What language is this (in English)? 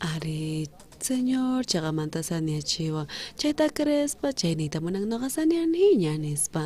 South Bolivian Quechua